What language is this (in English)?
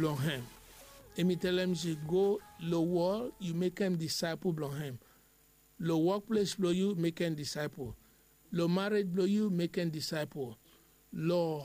Bislama